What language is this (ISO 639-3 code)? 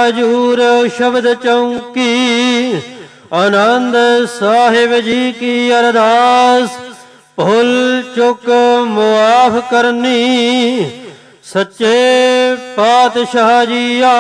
pan